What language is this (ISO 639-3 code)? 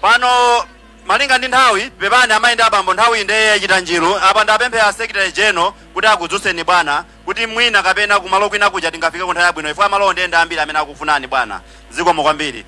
nya